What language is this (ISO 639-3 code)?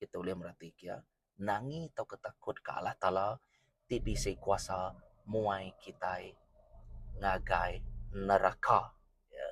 iba